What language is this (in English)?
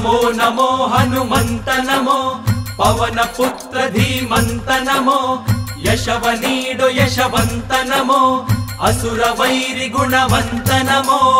Kannada